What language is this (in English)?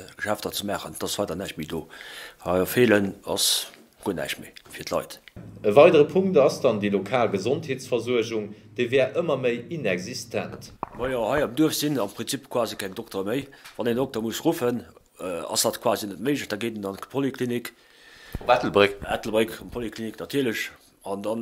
Luxembourgish